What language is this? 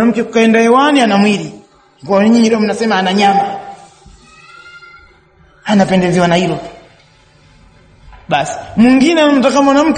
Swahili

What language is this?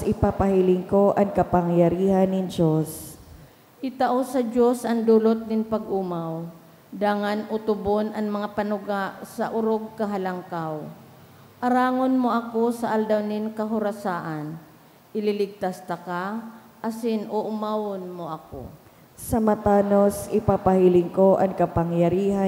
Bikol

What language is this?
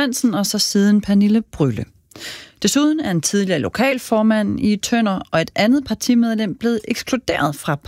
Danish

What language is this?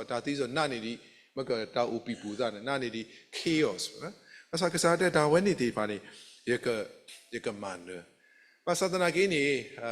S'gaw Karen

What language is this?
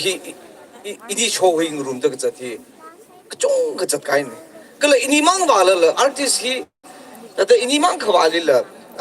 Tangkhul Naga (India)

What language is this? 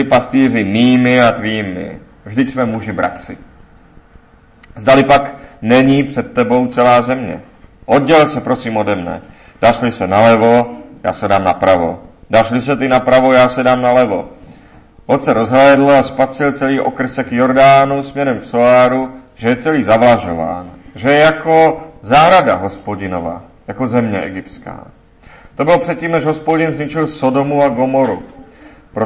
Czech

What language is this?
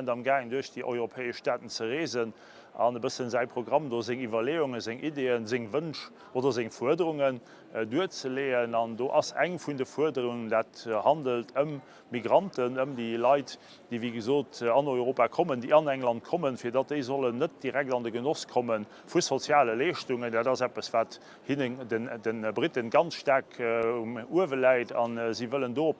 Luxembourgish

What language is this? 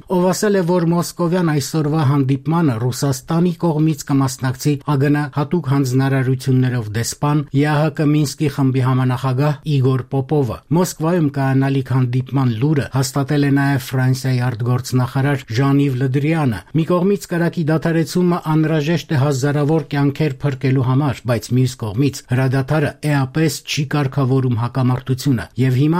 Armenian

